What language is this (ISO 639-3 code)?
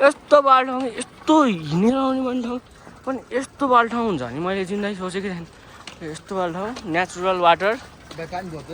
nep